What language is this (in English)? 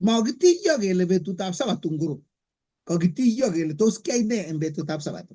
Kalenjin